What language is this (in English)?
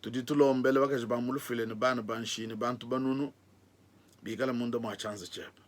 Luba-Lulua